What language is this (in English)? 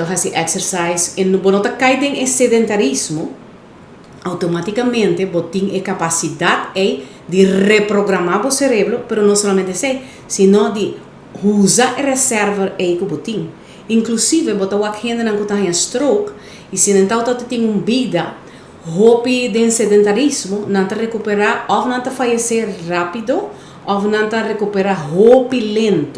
Papiamento